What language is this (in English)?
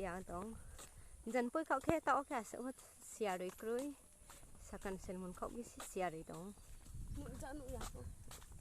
Riang (India)